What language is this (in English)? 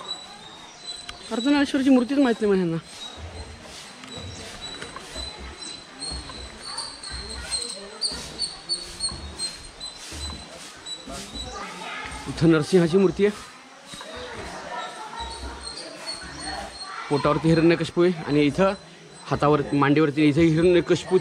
Marathi